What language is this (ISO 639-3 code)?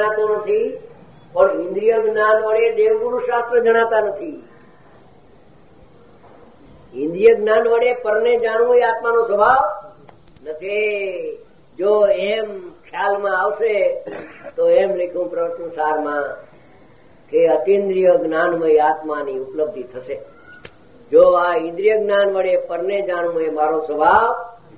guj